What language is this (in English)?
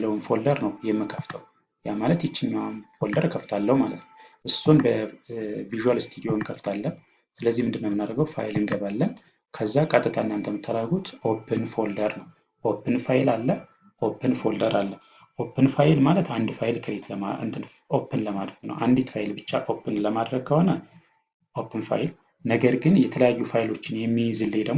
Amharic